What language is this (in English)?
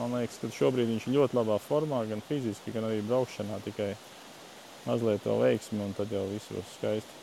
Latvian